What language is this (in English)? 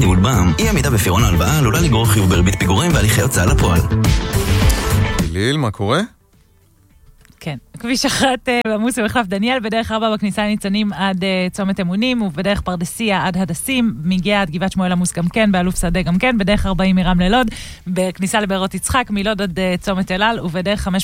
Hebrew